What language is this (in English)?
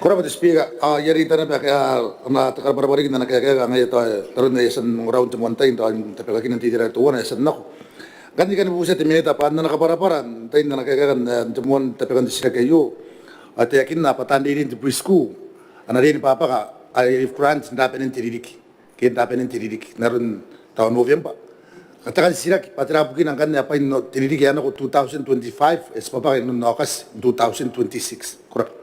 Gilbertese